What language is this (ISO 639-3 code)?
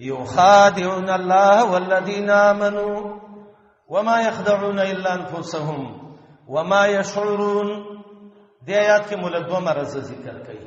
pus